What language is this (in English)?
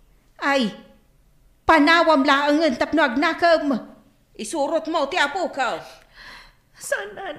Iloko